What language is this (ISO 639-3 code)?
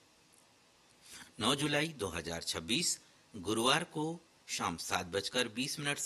hin